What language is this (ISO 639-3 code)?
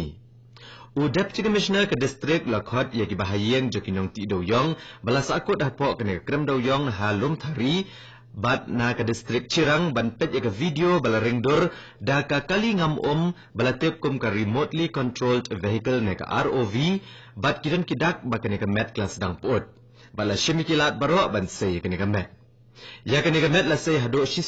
kha